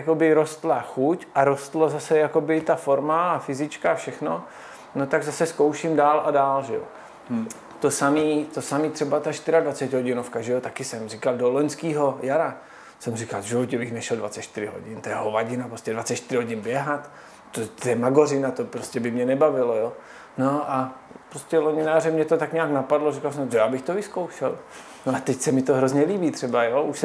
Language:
Czech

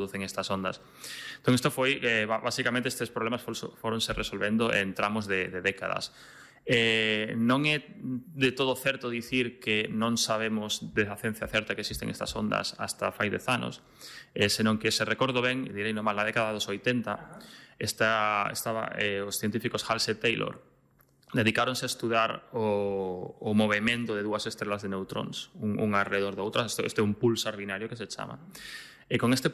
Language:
Galician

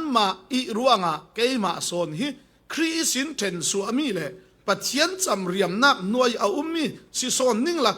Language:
Falam Chin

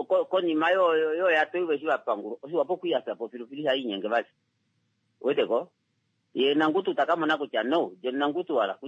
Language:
Kuanyama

